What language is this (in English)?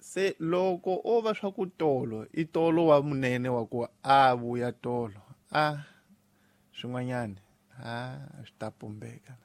Tsonga